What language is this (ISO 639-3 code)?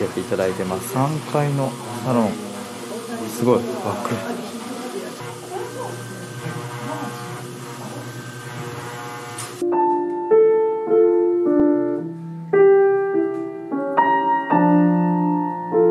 jpn